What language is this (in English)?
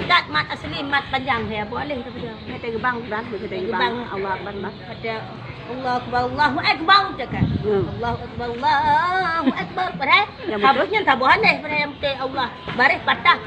Achinese